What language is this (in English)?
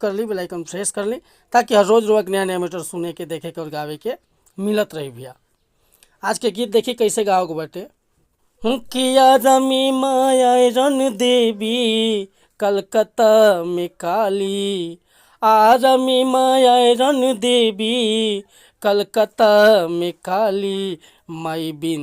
Bhojpuri